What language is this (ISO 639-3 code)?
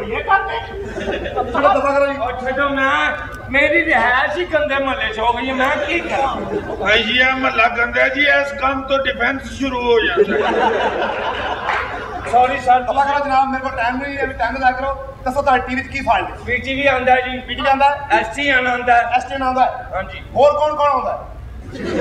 pan